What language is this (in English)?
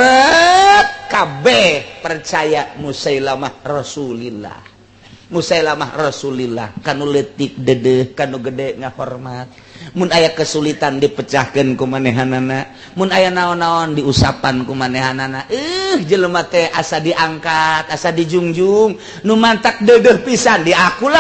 Sundanese